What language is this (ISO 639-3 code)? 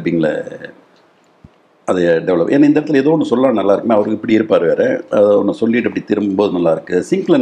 tam